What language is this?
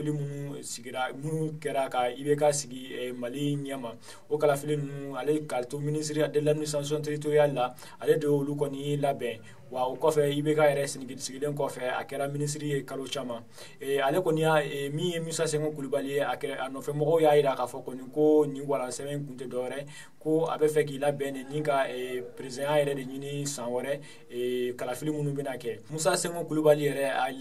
Bambara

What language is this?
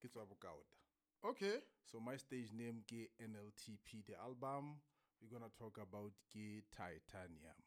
Southern Sotho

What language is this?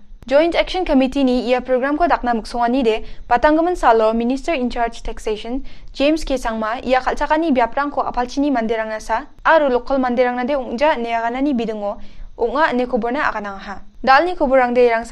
Garo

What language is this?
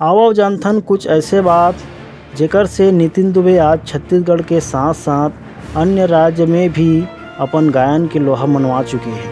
Chhattisgarhi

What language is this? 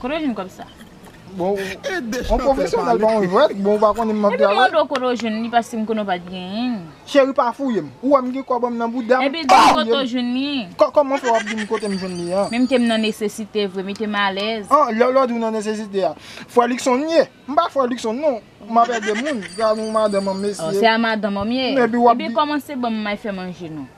Haitian Creole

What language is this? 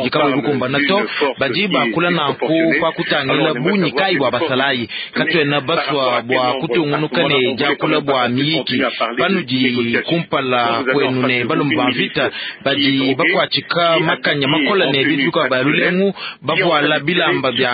Luba-Lulua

